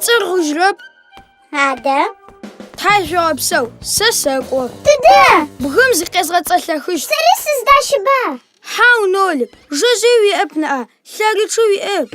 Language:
Adyghe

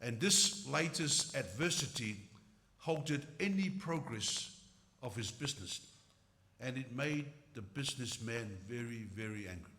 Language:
Samoan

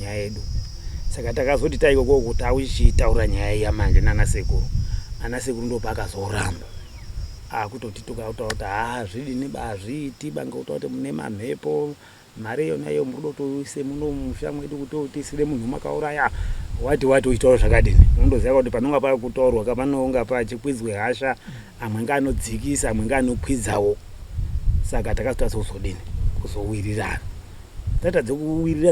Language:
Shona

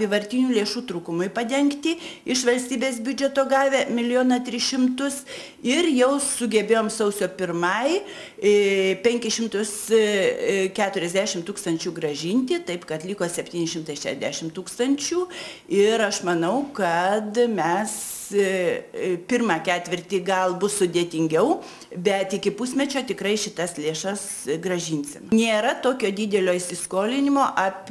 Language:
Lithuanian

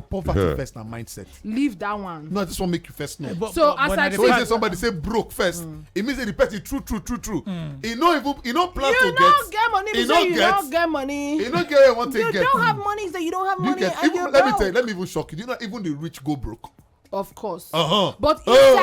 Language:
Nigerian Pidgin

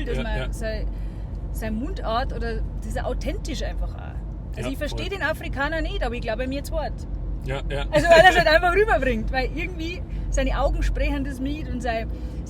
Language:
Bavarian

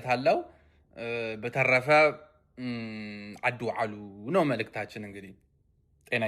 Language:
Amharic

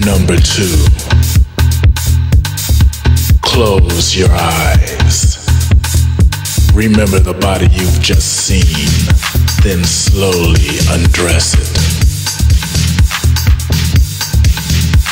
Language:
English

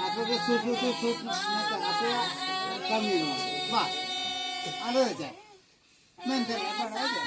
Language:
Santali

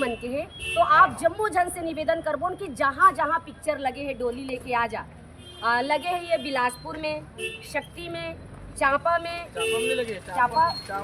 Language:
Chhattisgarhi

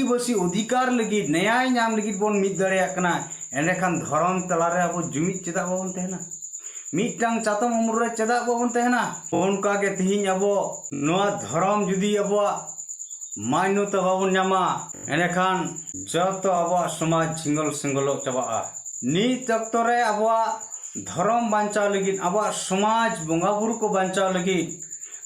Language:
Santali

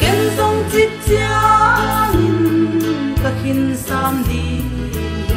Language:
Paite Chin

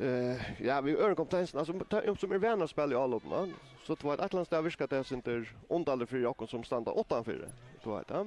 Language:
Faroese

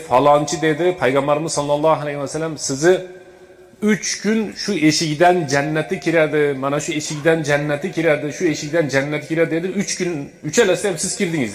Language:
Uzbek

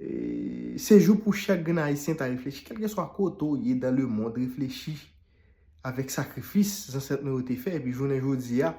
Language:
Haitian Creole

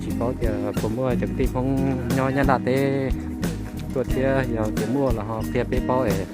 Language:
Hmong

